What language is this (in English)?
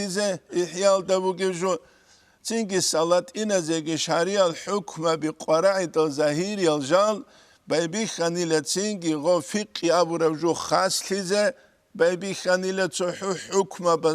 Avaric